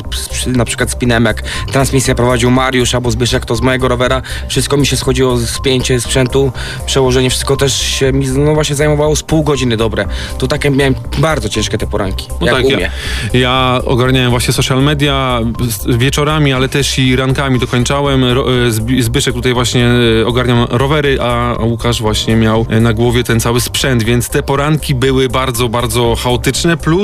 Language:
Polish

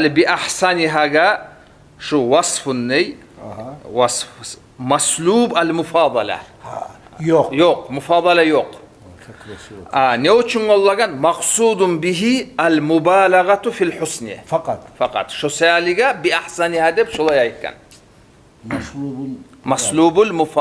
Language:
Kumyk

